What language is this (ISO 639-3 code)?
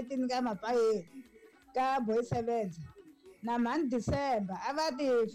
tso